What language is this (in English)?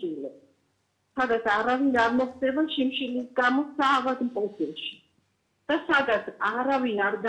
Georgian